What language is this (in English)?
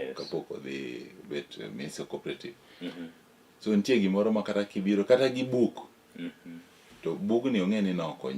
Luo (Kenya and Tanzania)